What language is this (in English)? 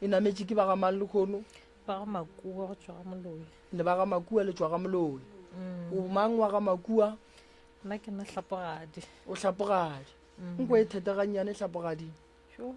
Northern Sotho